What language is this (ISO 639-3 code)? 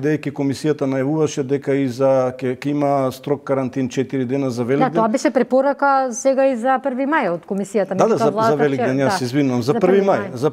mkd